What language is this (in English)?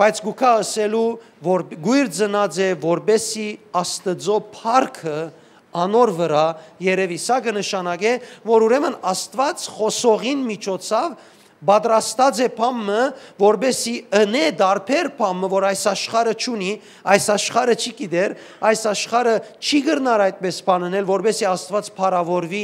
Western Armenian